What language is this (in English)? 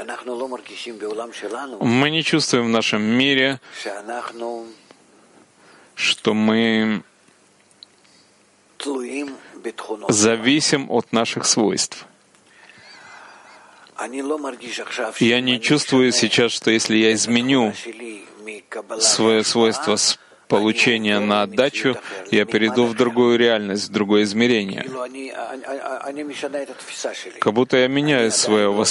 Russian